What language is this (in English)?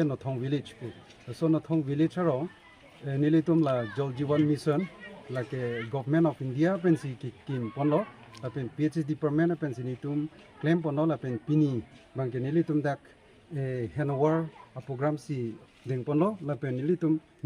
Karbi